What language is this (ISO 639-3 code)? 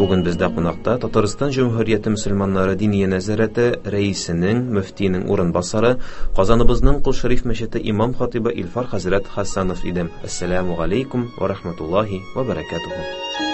tat